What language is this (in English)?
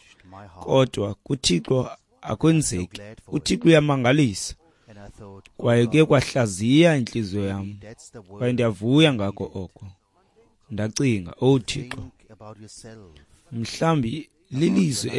Xhosa